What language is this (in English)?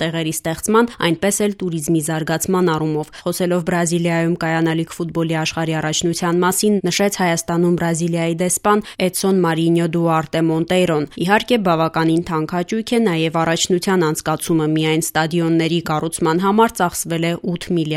Armenian